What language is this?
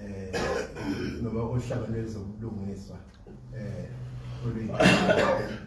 Zulu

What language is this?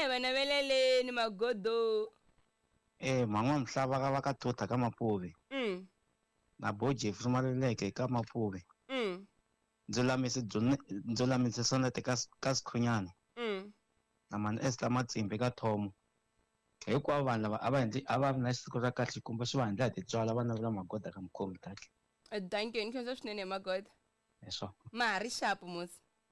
Tsonga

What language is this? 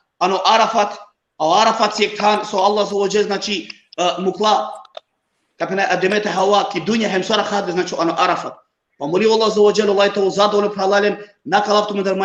Balkan Romani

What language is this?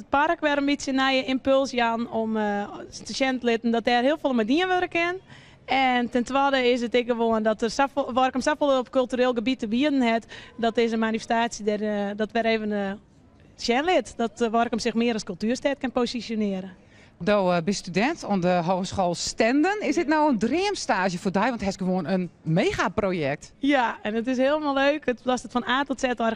Western Frisian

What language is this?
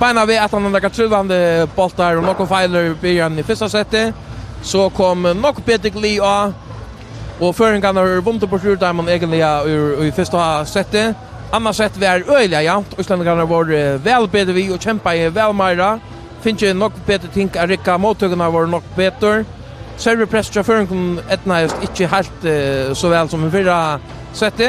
Faroese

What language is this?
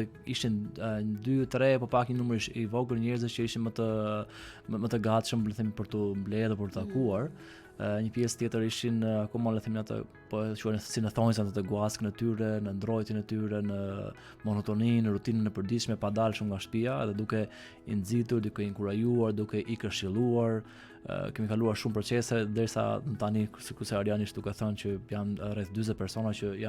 Albanian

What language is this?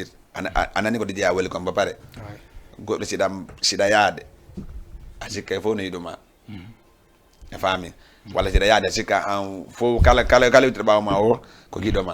Fula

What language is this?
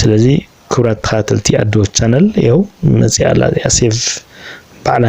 Tigrinya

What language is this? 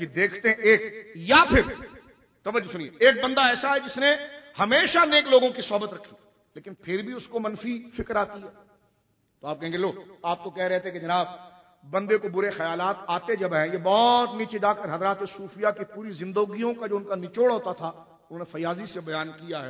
Urdu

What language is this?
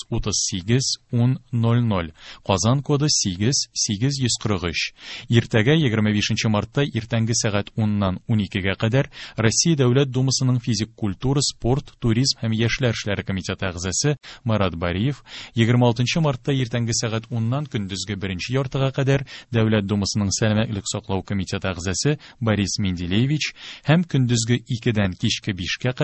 Tatar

